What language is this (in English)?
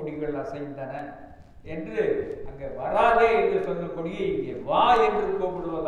Tamil